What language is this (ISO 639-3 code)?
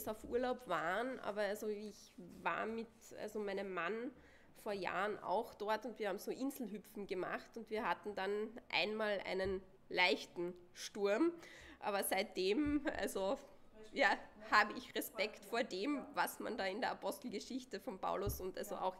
deu